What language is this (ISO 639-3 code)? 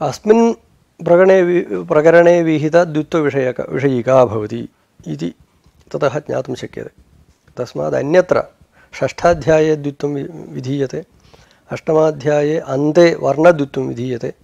san